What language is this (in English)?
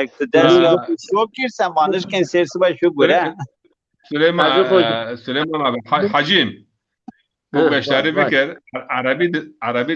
Zaza